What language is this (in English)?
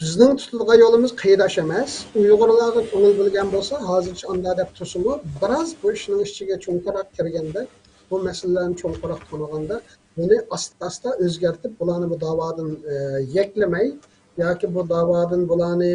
Uyghur